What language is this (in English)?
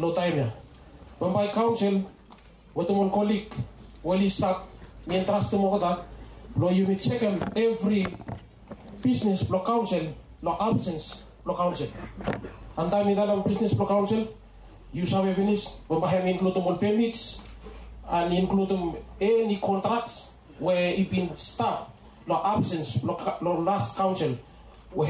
Bislama